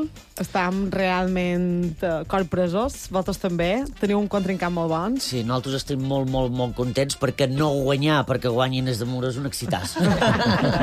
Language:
Catalan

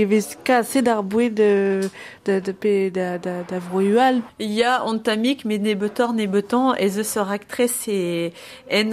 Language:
Breton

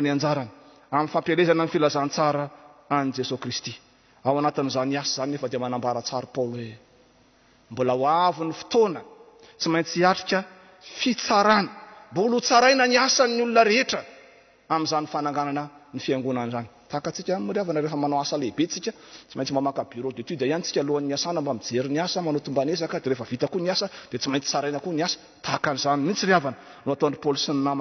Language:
Malagasy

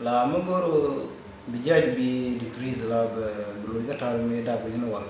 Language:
Nuer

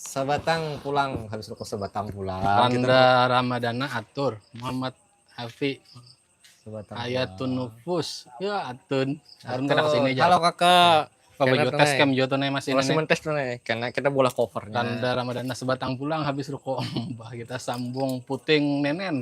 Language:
Banjar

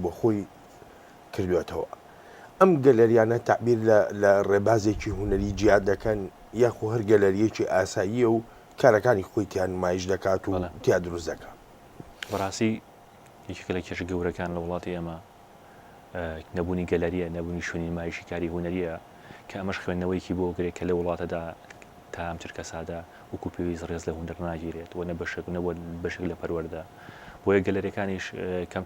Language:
Central Kurdish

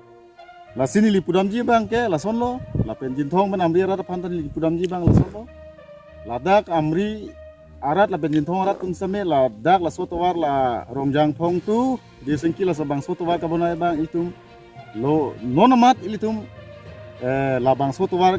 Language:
Karbi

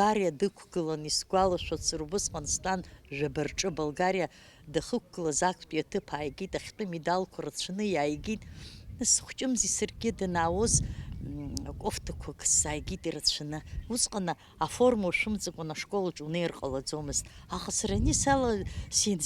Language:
Abkhazian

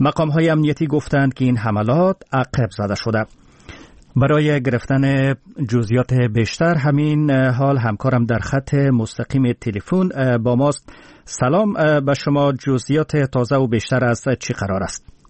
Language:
Persian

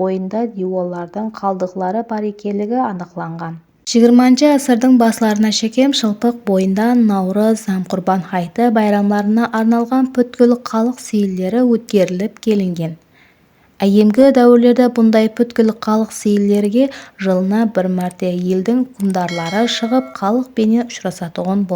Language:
Kara-Kalpak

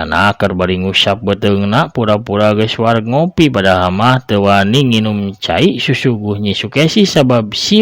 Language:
Sundanese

